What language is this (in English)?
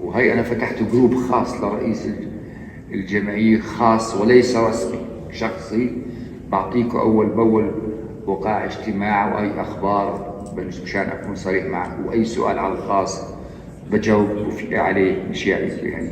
North Levantine Arabic